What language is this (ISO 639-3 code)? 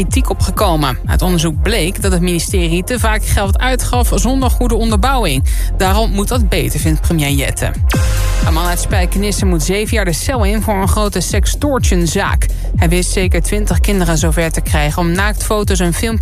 nld